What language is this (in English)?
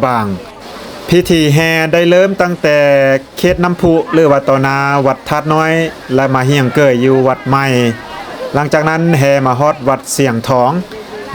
Lao